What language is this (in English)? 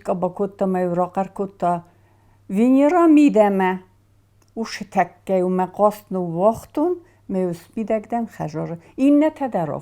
Ossetic